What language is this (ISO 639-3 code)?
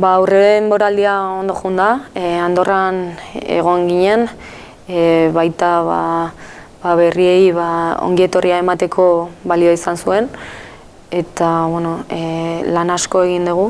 eus